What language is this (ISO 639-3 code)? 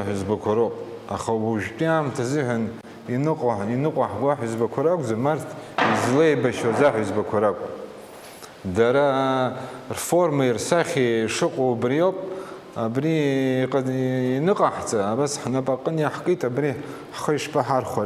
abk